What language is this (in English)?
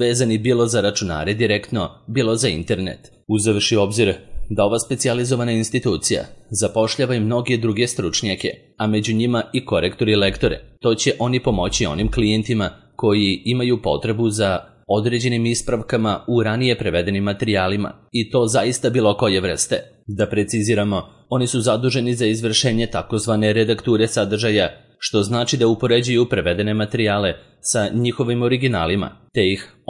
Serbian